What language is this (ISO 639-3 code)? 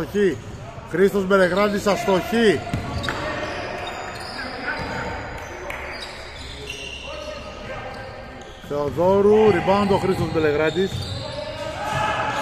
ell